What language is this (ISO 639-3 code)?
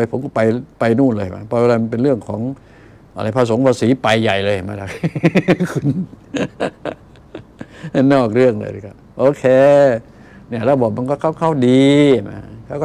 tha